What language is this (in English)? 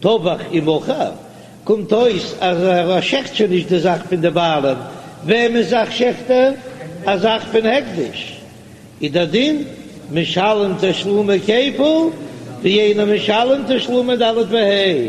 Yiddish